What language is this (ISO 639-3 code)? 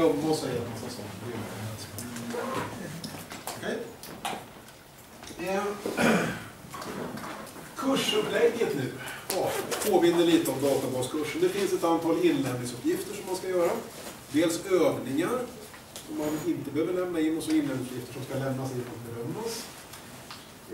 swe